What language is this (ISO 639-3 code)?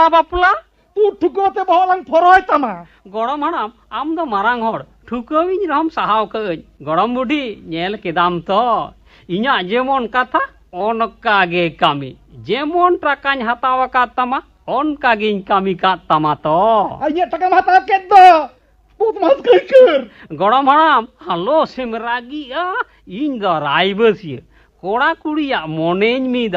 sat